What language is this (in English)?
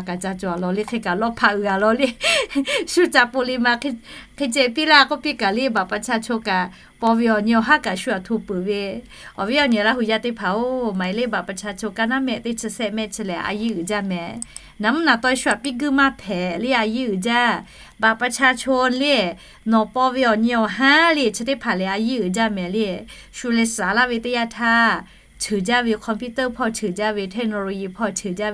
Lahu